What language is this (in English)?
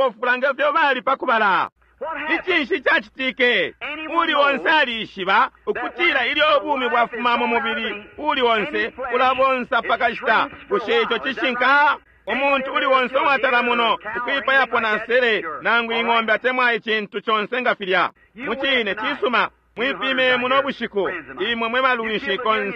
Bemba